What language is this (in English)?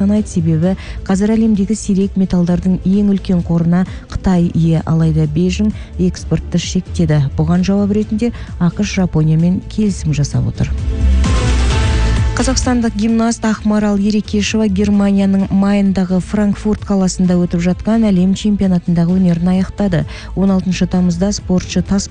Kazakh